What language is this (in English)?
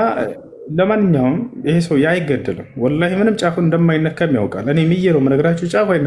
Amharic